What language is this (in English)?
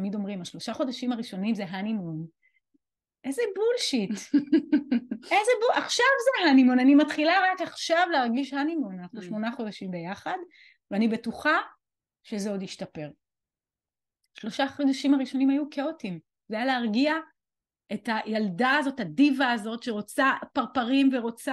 Hebrew